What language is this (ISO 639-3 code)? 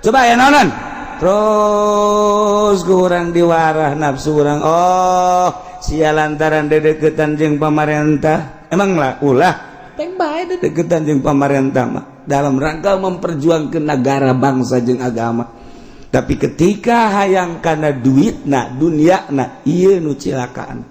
sun